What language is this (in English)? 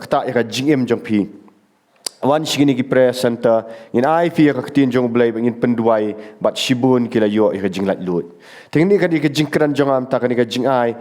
Khasi